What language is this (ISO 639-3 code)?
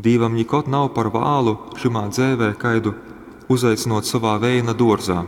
ltg